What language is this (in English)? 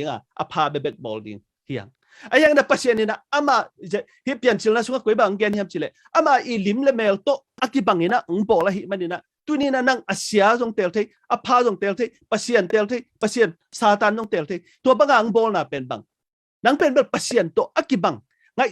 Tedim Chin